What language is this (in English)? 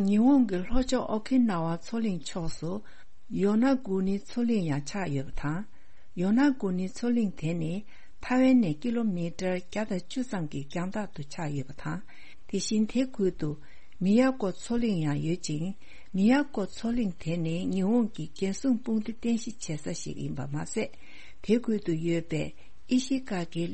Tibetan